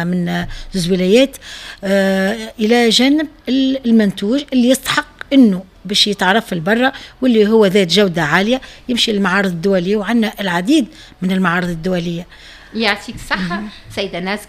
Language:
Tunisian Arabic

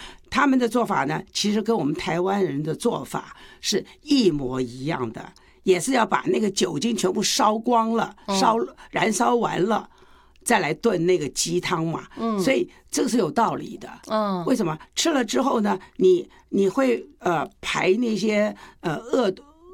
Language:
Chinese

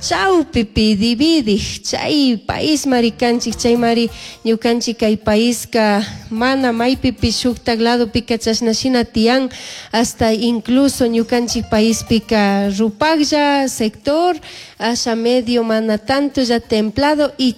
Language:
Chimborazo Highland Quichua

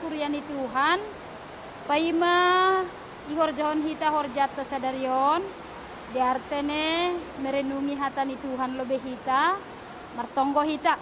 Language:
Batak Simalungun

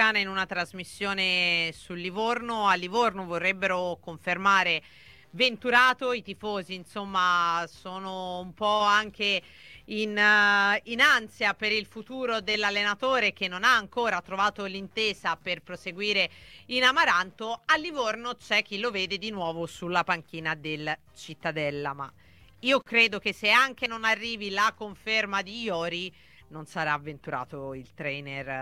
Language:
Italian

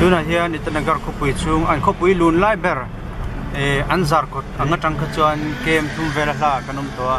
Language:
Mizo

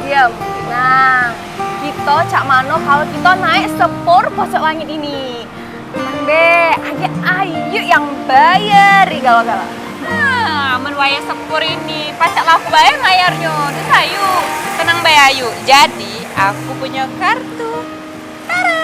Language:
Musi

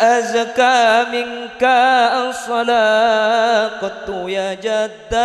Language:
Madurese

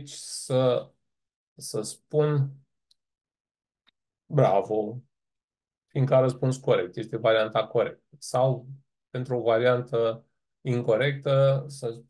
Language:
Romanian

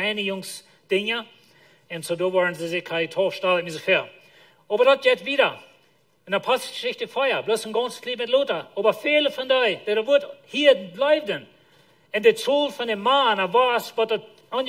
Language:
Plautdietsch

